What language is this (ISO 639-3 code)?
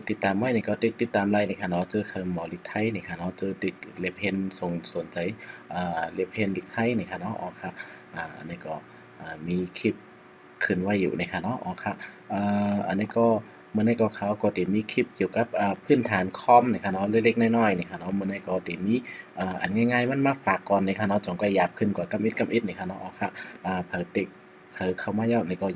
shn